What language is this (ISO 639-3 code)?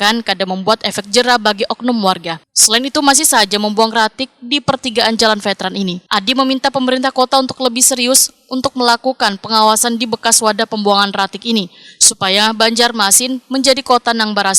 bjn